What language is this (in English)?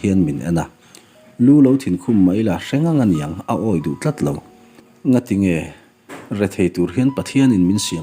Mizo